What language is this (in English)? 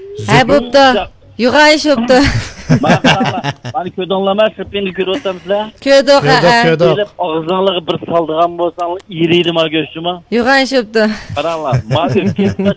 Uyghur